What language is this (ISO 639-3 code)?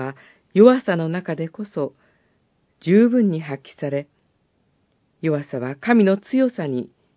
jpn